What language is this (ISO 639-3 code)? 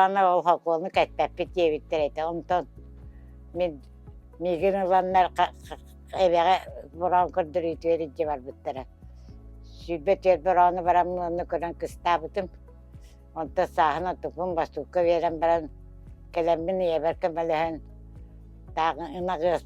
sah